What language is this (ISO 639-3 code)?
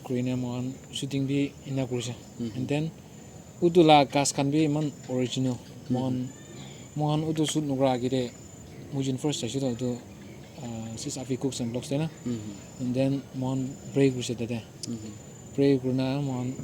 nag